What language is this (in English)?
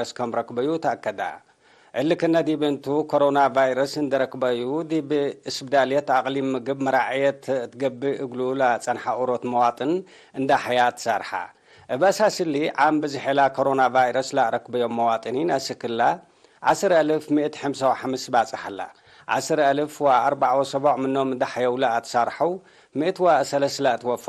Tigre